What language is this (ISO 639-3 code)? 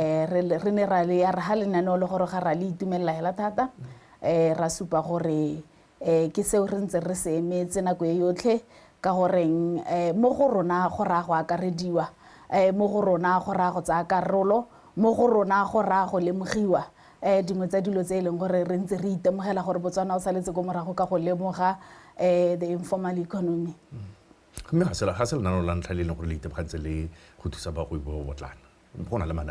tsn